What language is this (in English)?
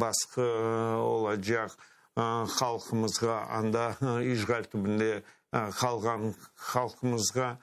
Crimean Tatar